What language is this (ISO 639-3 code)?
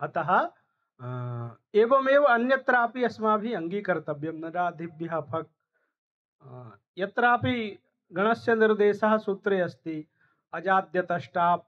san